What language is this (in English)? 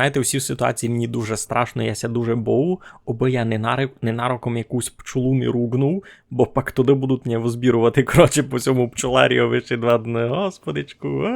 Rusyn